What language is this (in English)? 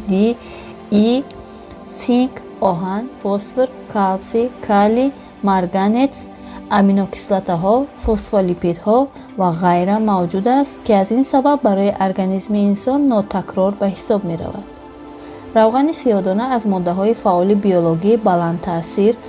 Tajik